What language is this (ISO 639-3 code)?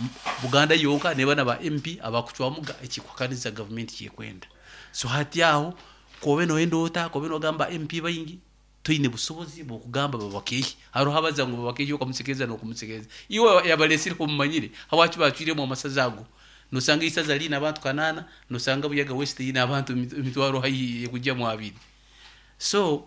nyo